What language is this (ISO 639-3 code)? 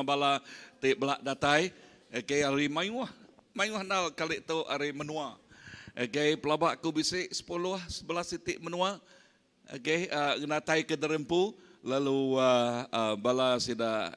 iba